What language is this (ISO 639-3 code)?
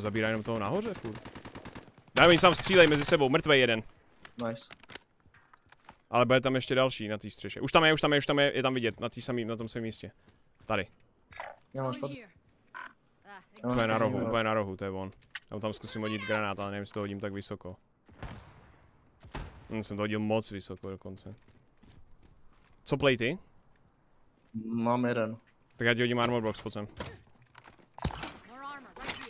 ces